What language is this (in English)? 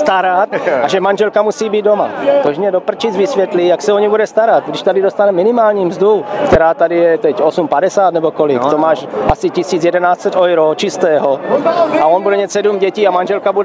Czech